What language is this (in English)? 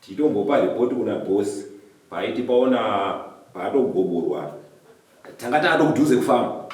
Shona